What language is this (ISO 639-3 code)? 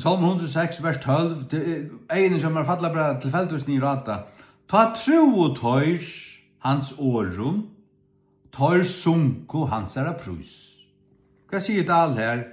fao